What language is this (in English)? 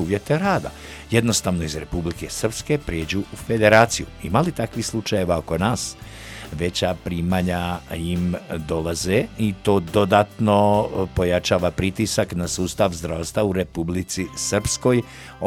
Bosnian